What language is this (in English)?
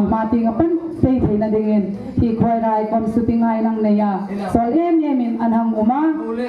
Hmar